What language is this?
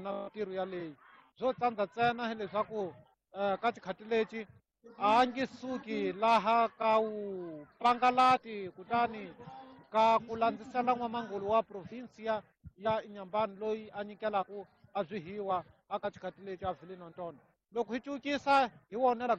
Tsonga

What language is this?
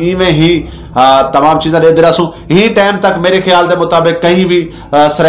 Saraiki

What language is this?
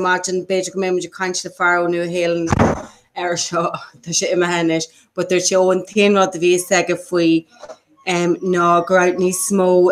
Irish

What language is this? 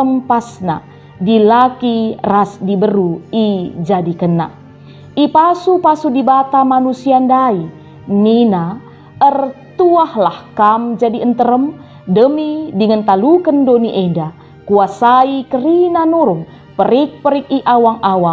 Batak Karo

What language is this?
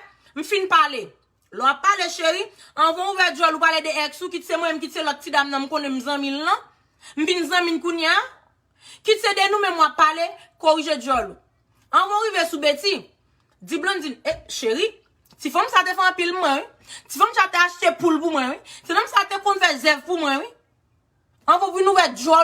Haitian Creole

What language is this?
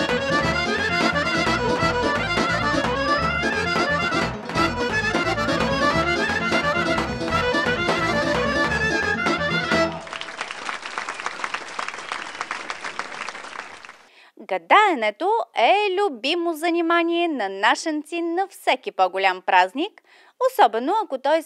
Bulgarian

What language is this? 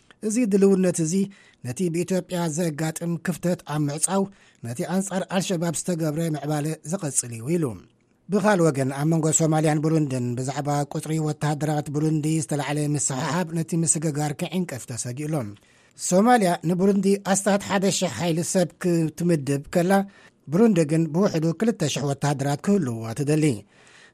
Tigrinya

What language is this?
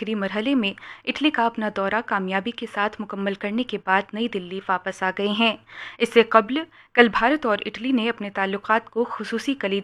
Urdu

